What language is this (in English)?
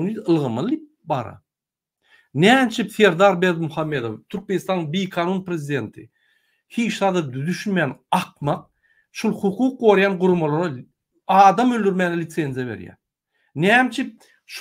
Turkmen